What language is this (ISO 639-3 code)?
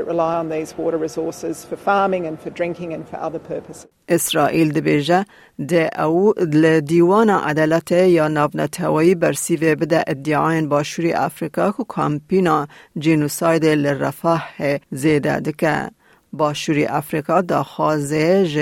kur